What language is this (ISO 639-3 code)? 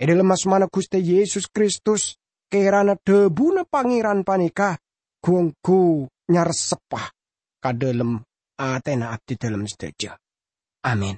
mad